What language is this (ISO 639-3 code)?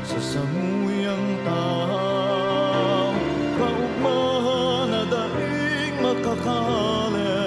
bik